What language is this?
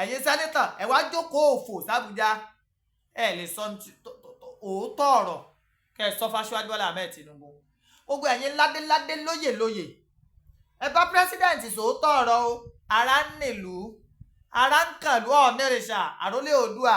Yoruba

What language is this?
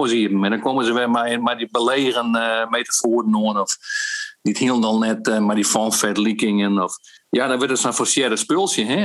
Western Frisian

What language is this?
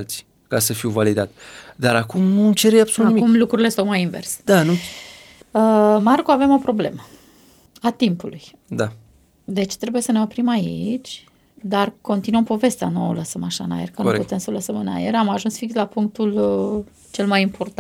Romanian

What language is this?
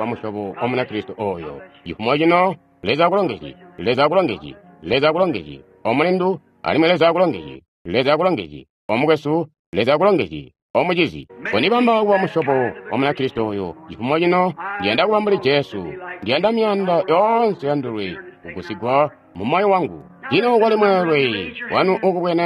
Tonga (Zambia)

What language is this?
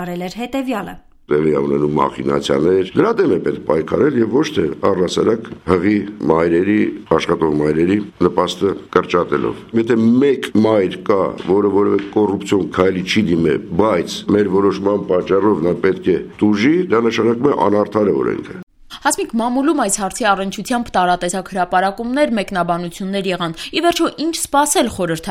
Armenian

